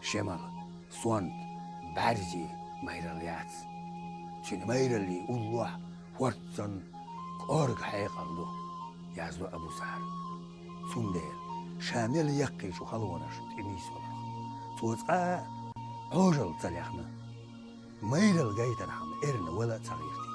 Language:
Chechen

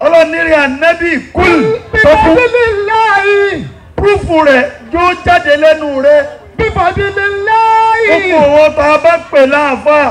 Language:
Yoruba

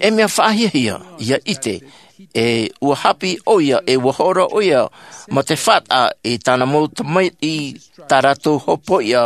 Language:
Tahitian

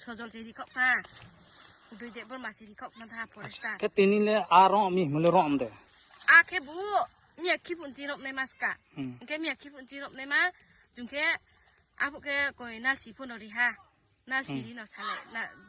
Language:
Riang (India)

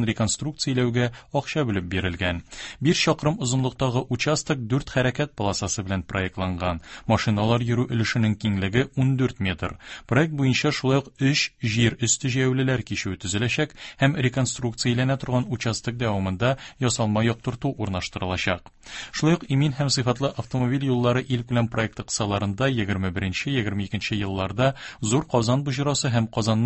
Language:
Tatar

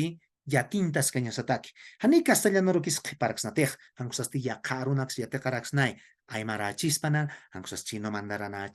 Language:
Aymara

